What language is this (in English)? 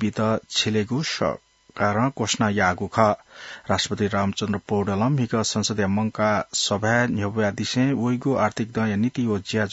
Newari